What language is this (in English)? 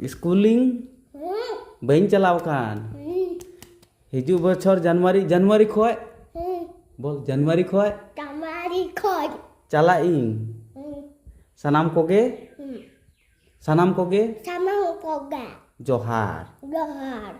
Santali